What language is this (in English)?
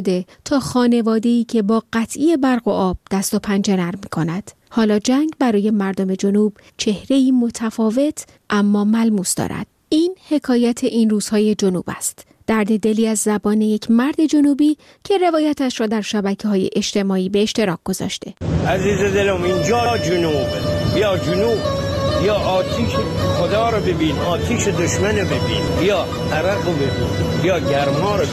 Persian